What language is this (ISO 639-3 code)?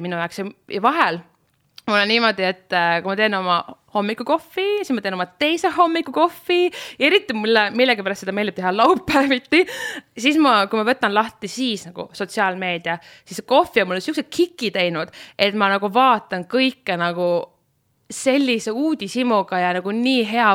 est